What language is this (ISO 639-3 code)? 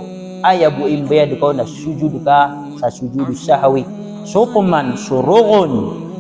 mrw